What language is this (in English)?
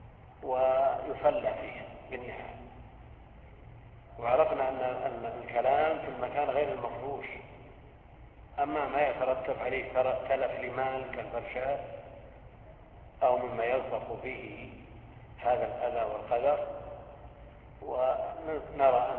Arabic